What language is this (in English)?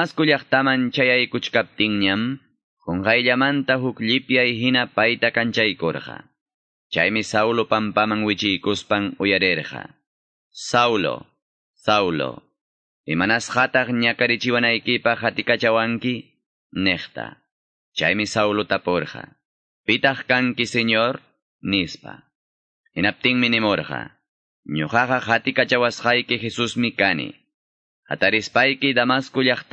Quechua